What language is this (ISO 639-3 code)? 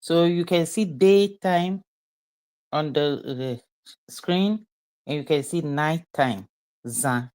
ewe